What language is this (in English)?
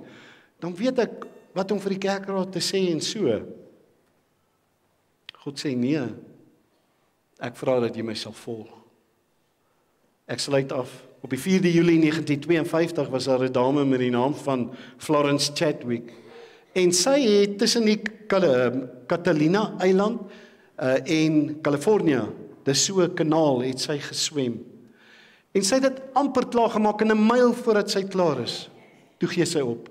Afrikaans